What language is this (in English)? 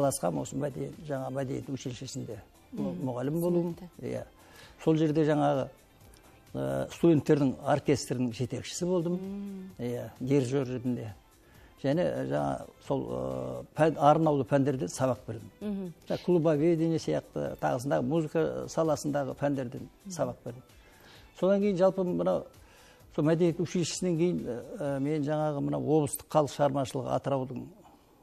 Kazakh